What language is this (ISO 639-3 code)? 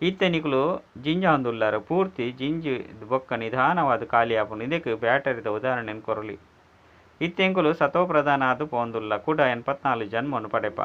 tcy